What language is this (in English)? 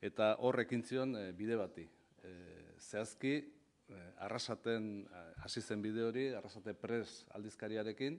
Basque